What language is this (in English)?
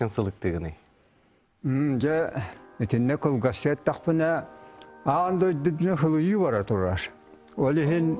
Yakut